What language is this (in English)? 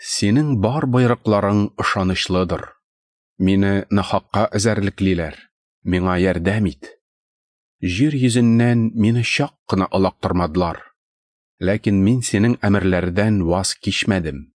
Tatar